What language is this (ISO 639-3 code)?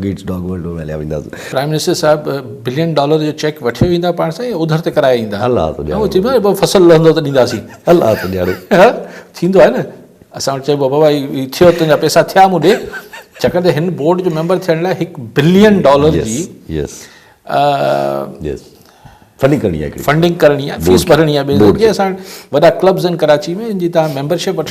snd